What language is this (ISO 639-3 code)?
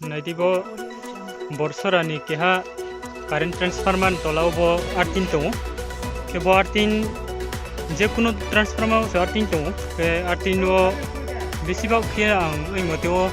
ria